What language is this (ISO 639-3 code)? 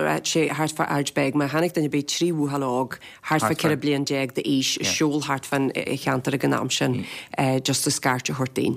gle